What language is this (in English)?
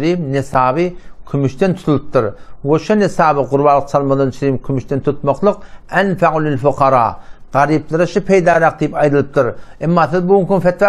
Turkmen